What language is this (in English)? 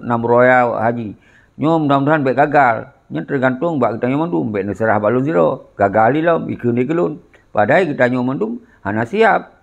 Achinese